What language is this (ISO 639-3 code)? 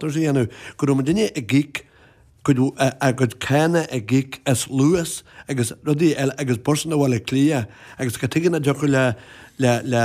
gle